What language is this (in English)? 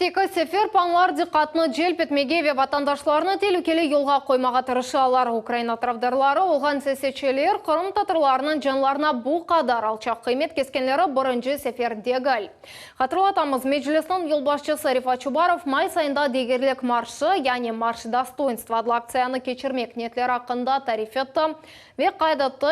Crimean Tatar